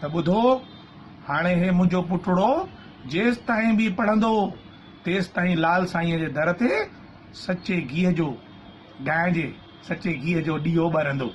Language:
Sindhi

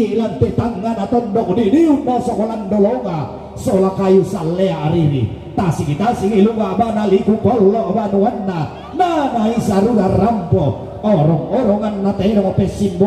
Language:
Toraja-Sa'dan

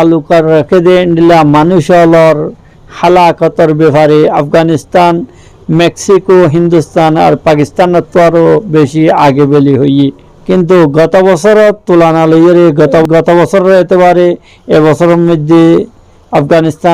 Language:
Rohingya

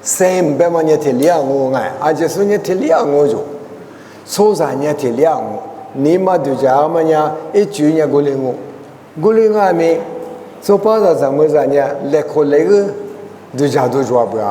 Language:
Lisu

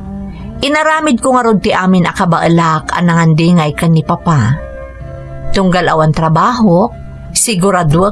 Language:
Iloko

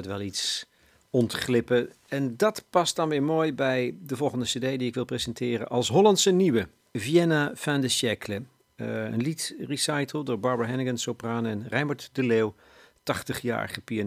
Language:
Dutch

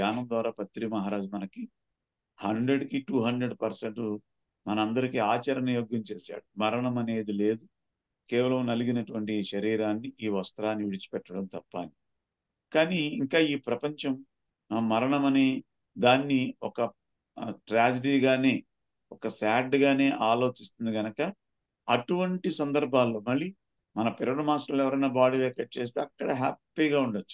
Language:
Telugu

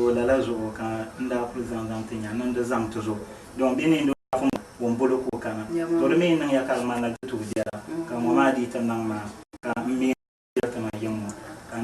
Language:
Dagbani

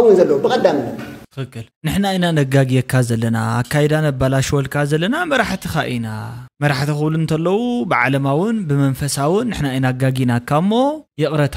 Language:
Tigrinya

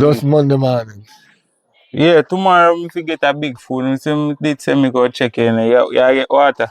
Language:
Jamaican Creole English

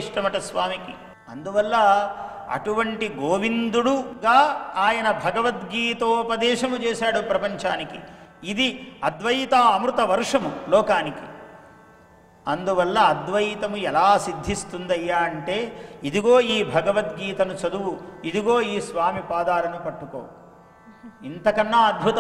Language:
Telugu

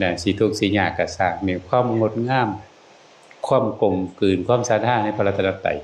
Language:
Northeastern Thai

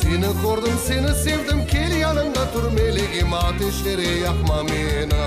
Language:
Crimean Tatar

